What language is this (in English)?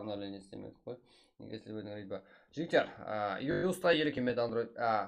Kara-Kalpak